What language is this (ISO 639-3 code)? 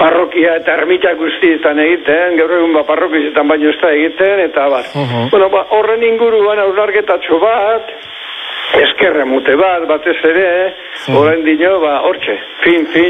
eus